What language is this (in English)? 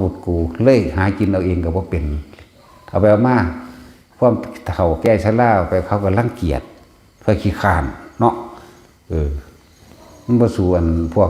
Northeastern Thai